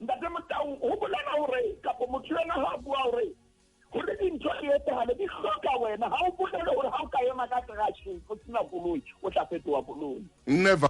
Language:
Southern Sotho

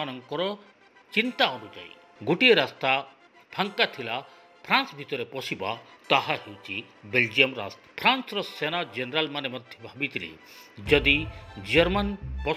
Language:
Odia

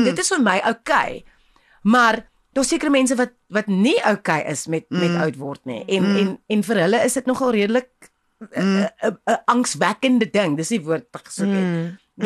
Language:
Afrikaans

